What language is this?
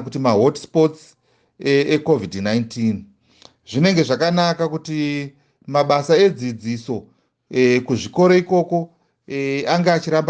Shona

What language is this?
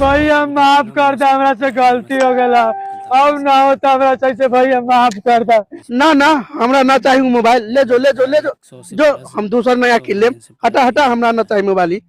Maithili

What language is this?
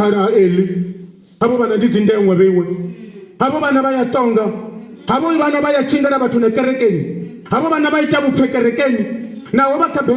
Venda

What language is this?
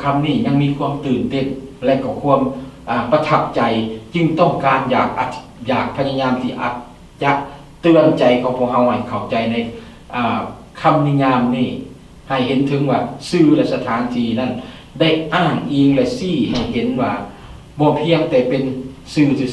Lao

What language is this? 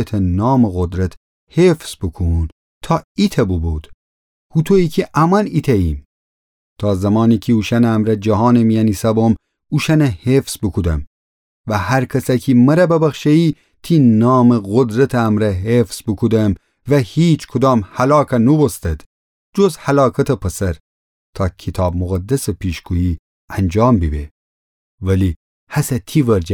Gilaki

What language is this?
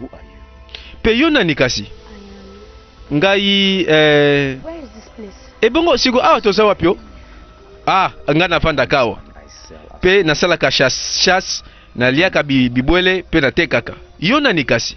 Lingala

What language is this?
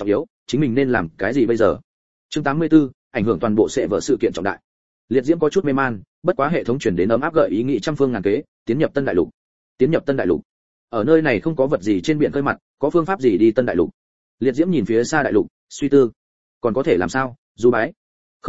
Vietnamese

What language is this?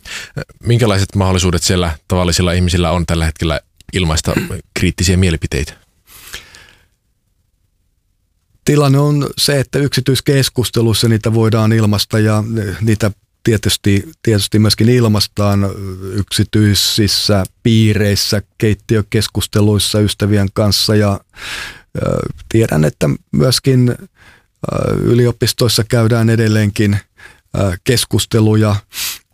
Finnish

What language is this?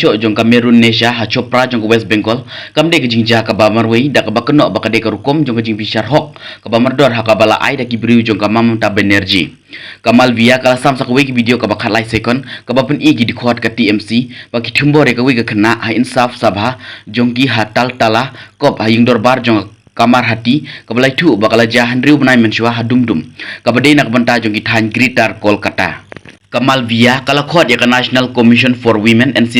Khasi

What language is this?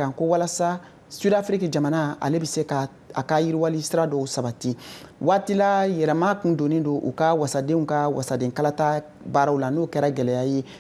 Bambara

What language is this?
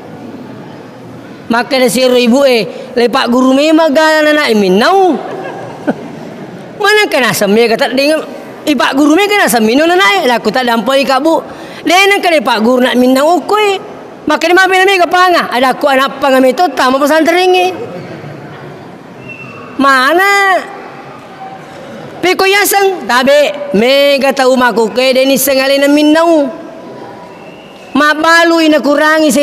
Buginese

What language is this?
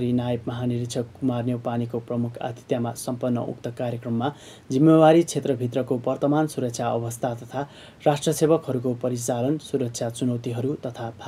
Nepali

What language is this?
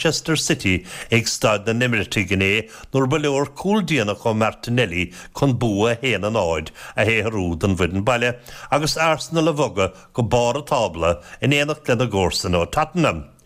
Irish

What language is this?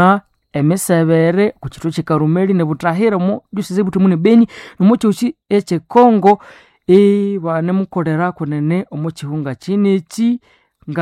Nande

